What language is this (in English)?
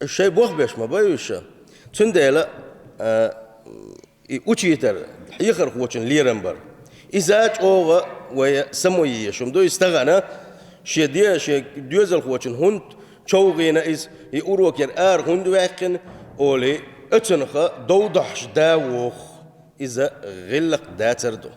Chechen